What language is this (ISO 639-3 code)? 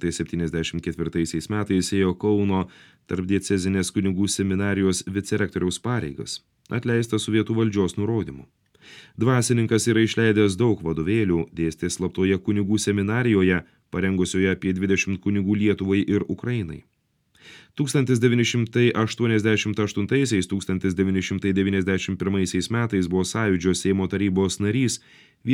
lit